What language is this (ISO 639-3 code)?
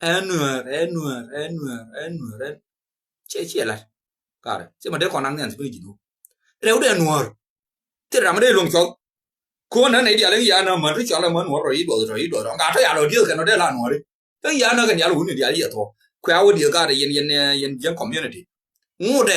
nus